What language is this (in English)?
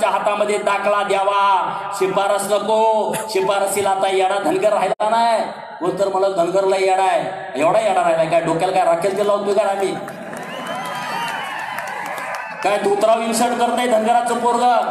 Marathi